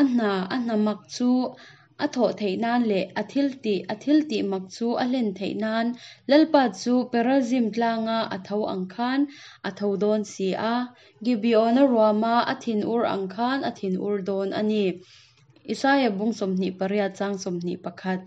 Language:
Hakha Chin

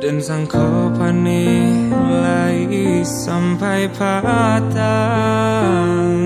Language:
Minangkabau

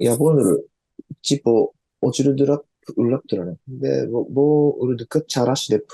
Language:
Tuvinian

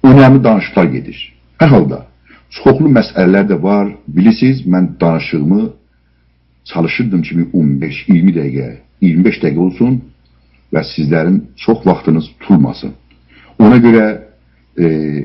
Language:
South Azerbaijani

